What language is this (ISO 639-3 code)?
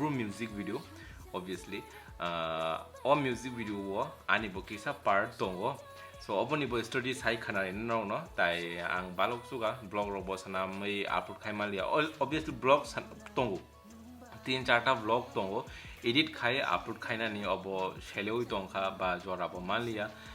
trp